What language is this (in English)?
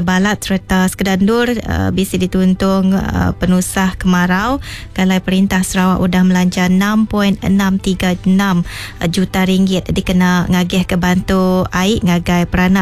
Iban